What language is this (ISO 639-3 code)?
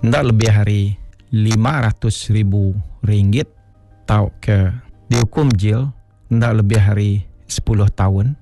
iba